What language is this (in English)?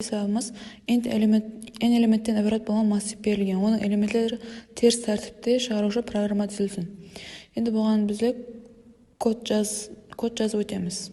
Kara-Kalpak